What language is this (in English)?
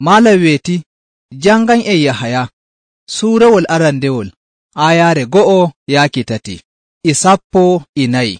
Nigerian Fulfulde